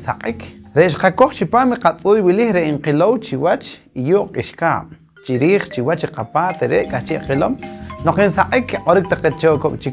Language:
Poqomchi'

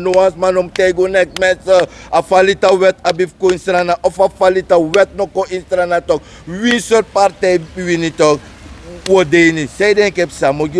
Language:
Sranan Tongo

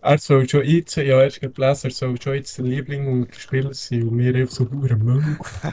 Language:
Swiss German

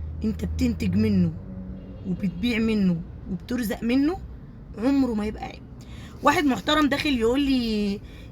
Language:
Egyptian Arabic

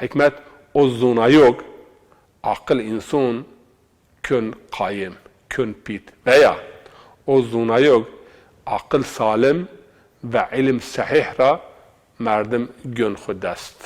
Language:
Zaza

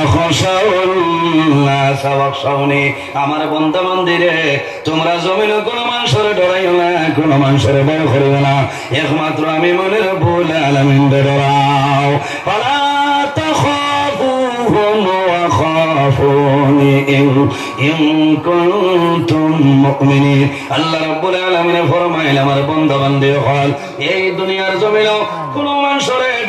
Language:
Sylheti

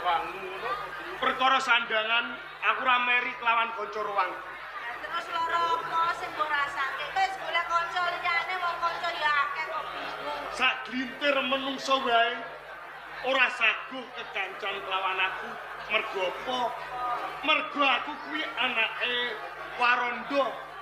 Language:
Javanese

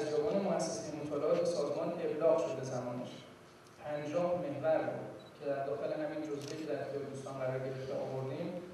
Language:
Persian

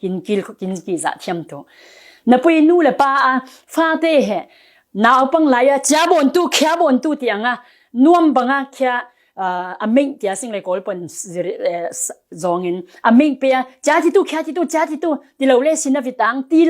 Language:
Falam Chin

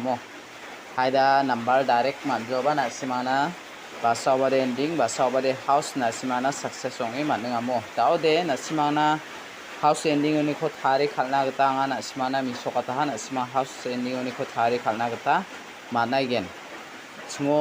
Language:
Garo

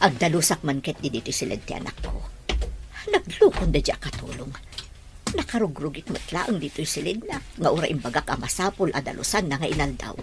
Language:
Iloko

